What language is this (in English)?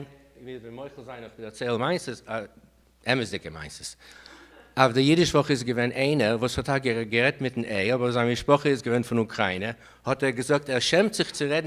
Yiddish